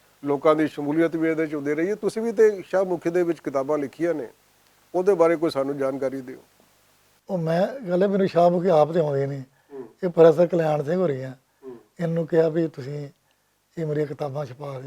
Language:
Western Panjabi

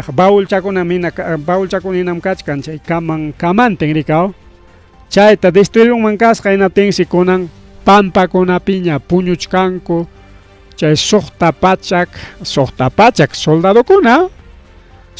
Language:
Ayacucho Quechua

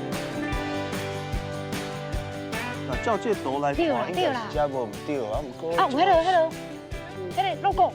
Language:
Min Nan Chinese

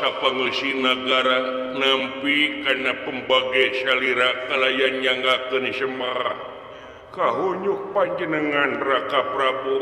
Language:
Sundanese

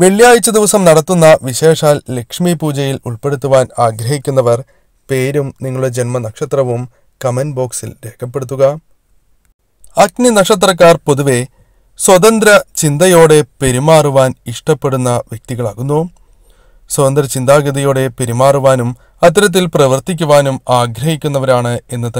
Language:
Malayalam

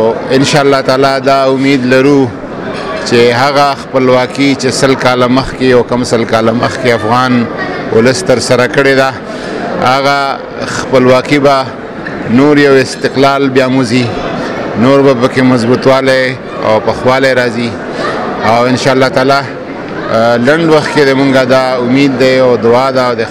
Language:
Pashto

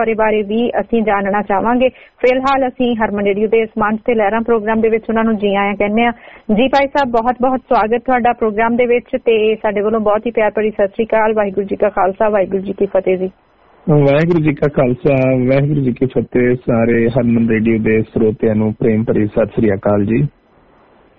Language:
Punjabi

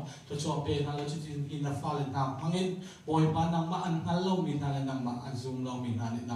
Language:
Hakha Chin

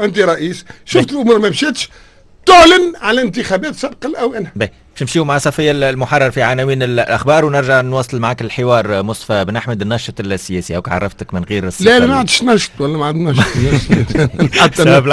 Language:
Tunisian Arabic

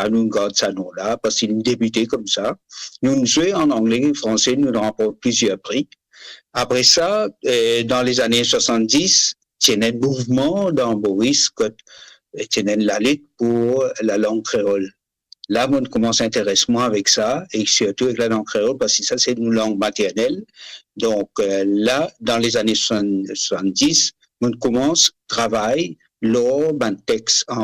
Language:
Morisyen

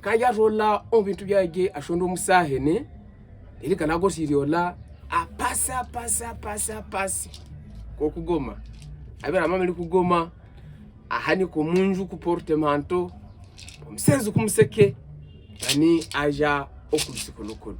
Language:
Havu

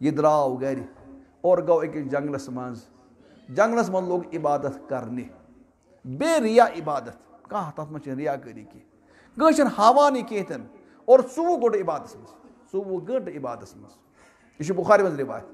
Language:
Kashmiri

